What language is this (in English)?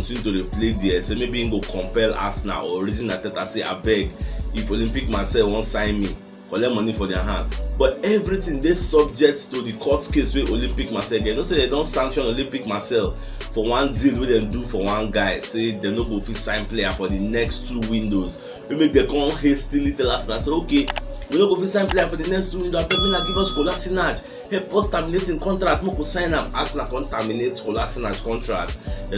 Nigerian Pidgin